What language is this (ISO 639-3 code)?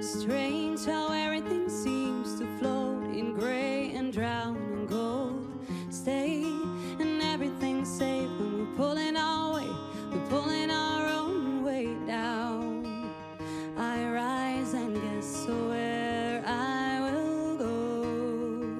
fry